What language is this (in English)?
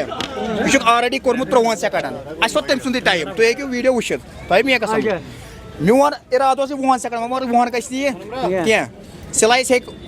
Kashmiri